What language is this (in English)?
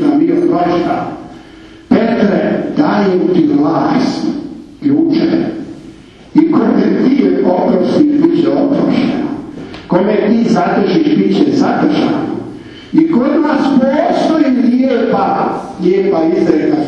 Croatian